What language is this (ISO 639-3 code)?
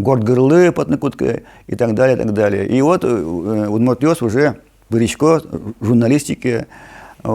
udm